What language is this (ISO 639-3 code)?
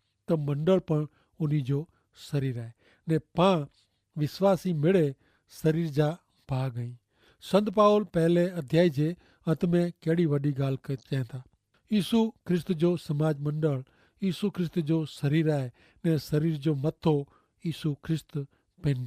kfr